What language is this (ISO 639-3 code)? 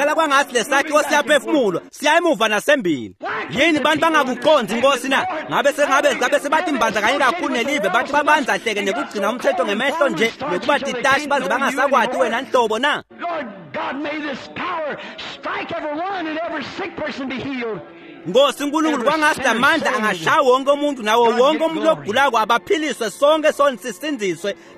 ssw